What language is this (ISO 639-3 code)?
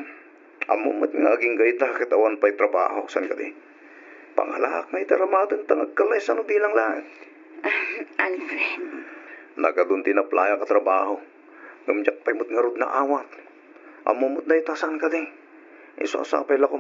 ilo